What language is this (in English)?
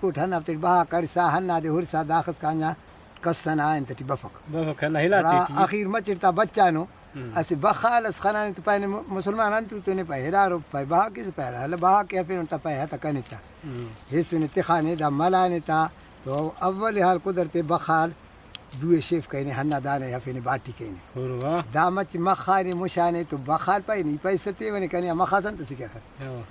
Brahui